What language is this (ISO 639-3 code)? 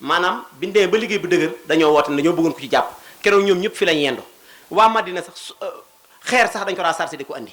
wol